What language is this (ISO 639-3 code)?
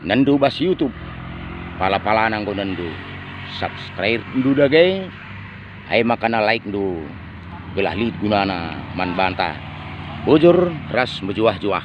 btx